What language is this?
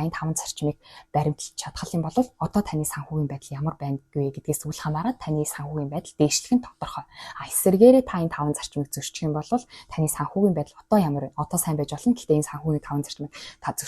Mongolian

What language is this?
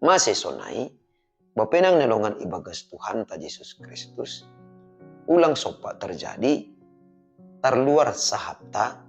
Batak Simalungun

